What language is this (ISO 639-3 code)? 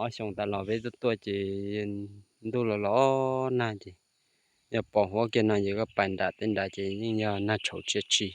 hmn